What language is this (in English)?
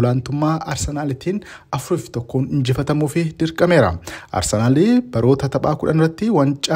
Oromo